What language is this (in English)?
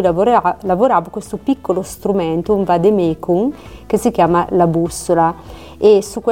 Italian